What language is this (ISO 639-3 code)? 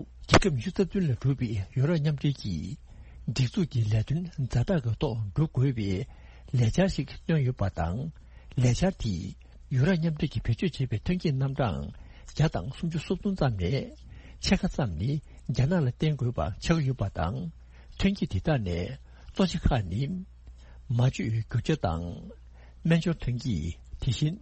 bod